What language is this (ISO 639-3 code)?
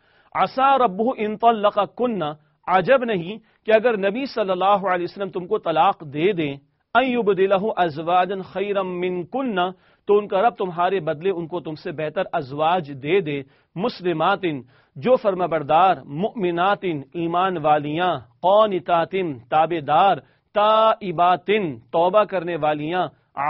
urd